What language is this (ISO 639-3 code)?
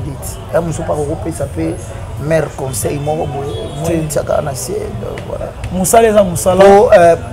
lin